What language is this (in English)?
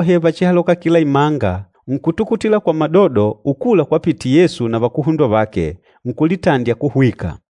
Makonde